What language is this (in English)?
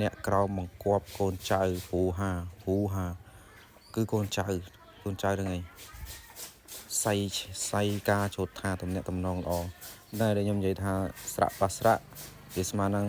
Khmer